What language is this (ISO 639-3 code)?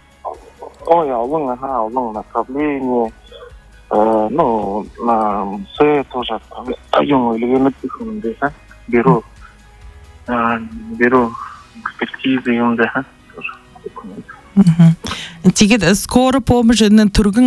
bua